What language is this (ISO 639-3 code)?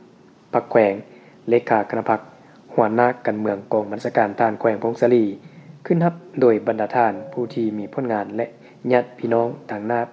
lao